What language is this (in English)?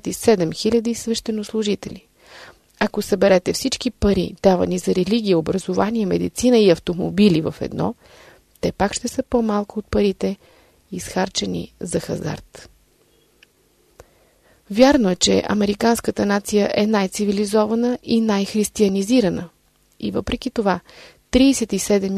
Bulgarian